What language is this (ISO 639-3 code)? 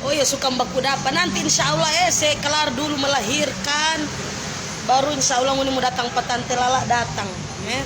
xmm